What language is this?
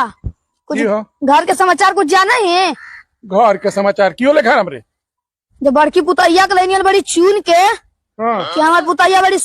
Magahi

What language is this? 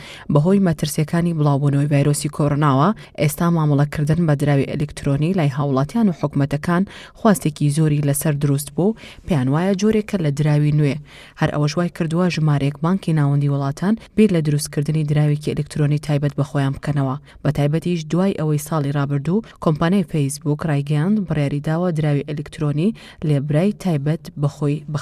Central Kurdish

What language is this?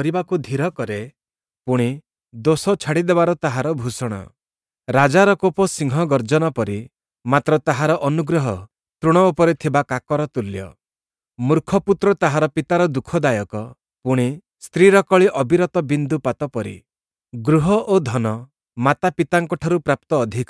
Odia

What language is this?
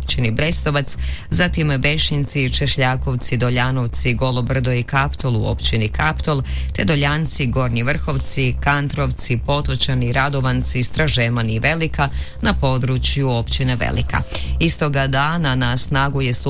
Croatian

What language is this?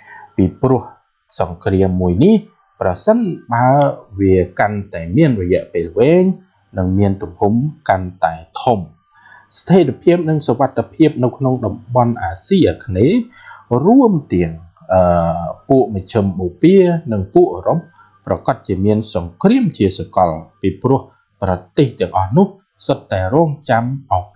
Khmer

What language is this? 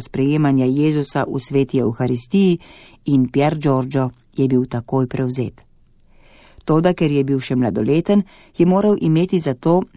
Slovenian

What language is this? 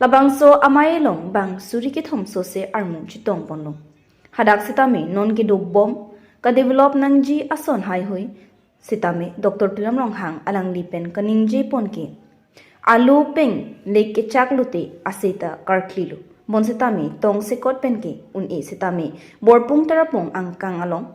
Karbi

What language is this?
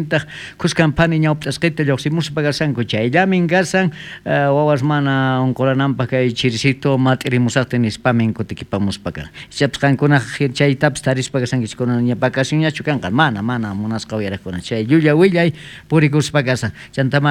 South Bolivian Quechua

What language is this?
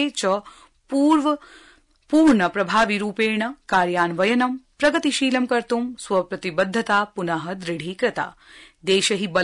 Sanskrit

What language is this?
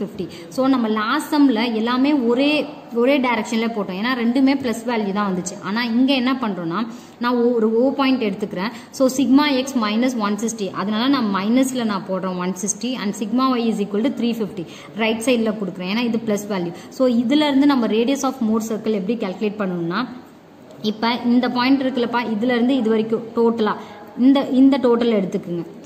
Tamil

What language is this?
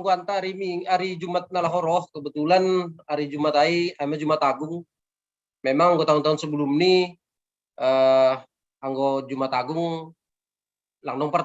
Batak Simalungun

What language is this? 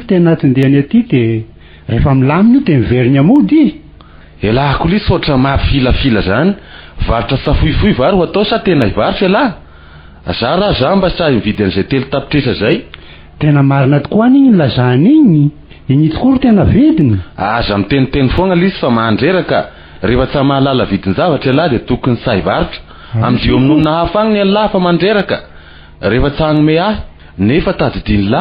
Malagasy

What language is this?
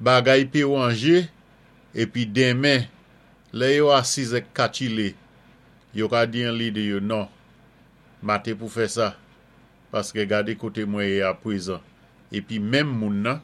Saint Lucian Creole French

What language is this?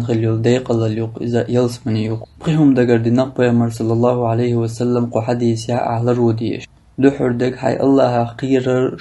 Chechen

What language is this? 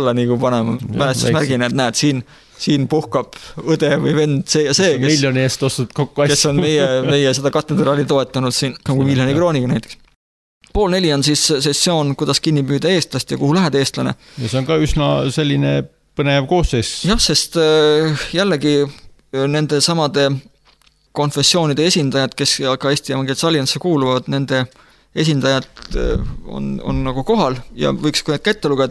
Estonian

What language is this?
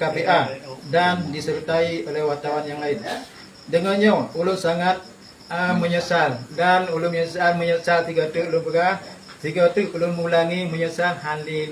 Achinese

